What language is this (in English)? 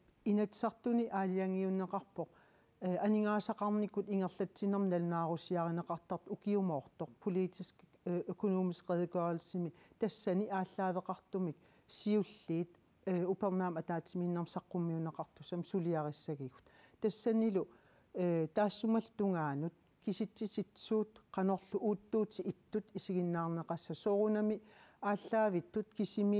Kalaallisut